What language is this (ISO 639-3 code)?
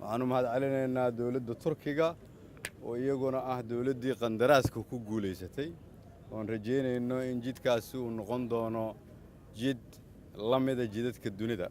som